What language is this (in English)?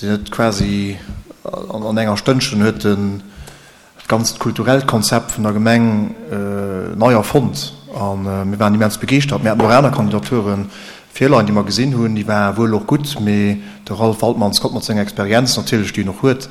Luxembourgish